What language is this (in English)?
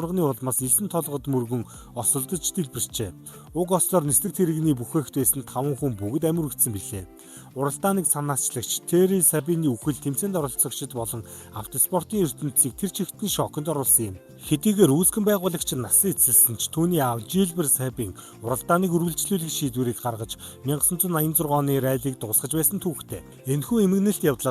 Mongolian